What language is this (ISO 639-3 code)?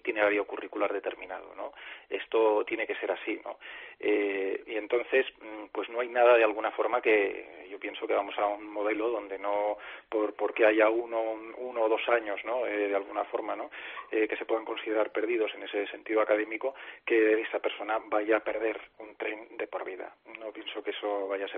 spa